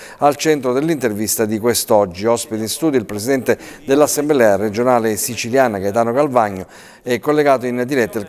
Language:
Italian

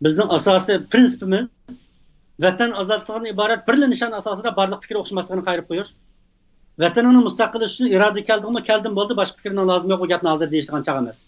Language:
Uyghur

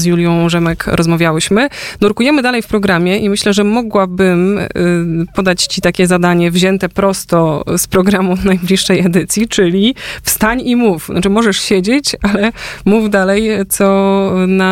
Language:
Polish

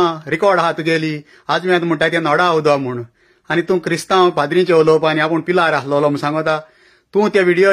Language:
Konkani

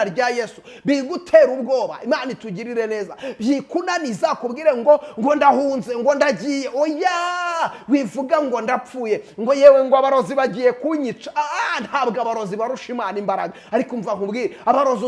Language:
Kinyarwanda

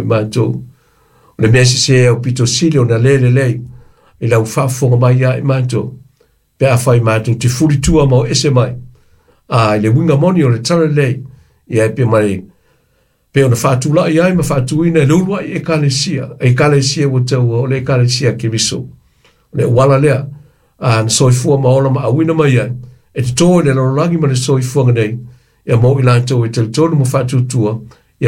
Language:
Samoan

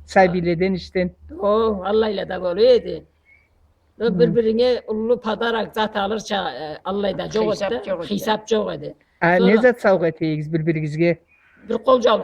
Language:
Karachay-Balkar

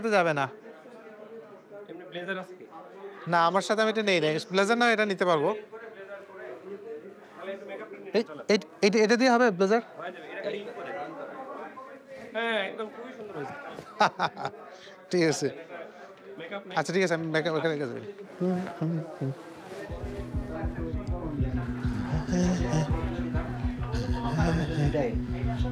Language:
Bangla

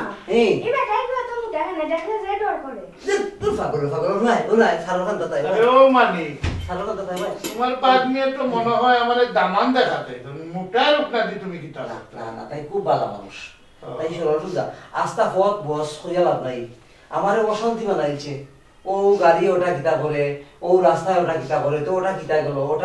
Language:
Sylheti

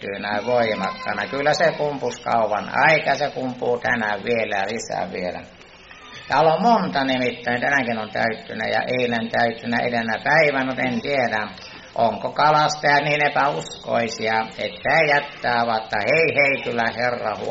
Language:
Finnish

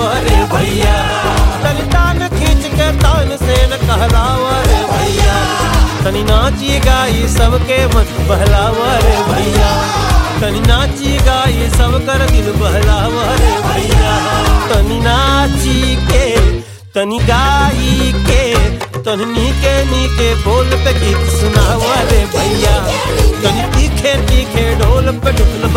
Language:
Bhojpuri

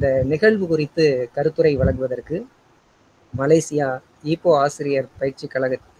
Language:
Tamil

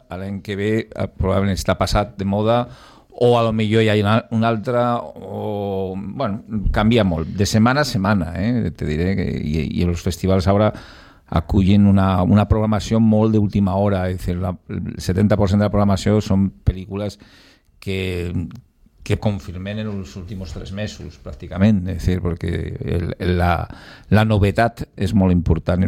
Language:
Catalan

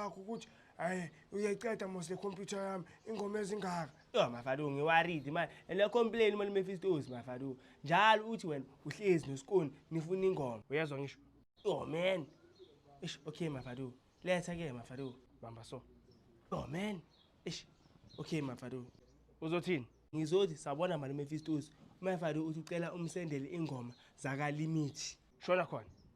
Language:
Zulu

